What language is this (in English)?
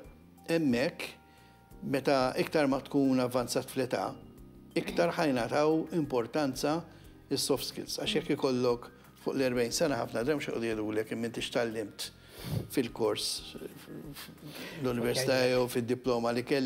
Maltese